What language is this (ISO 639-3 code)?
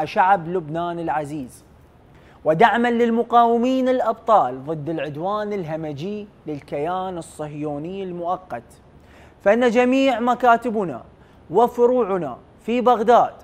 ara